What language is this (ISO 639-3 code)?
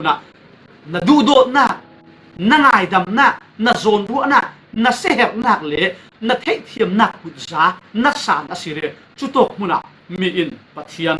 cfm